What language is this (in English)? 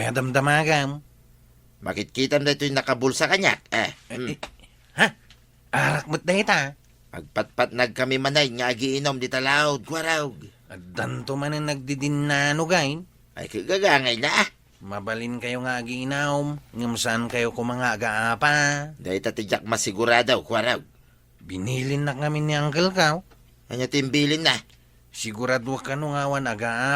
Iloko